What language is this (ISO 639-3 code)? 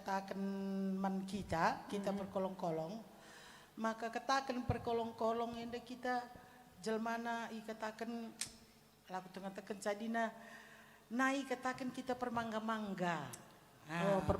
btx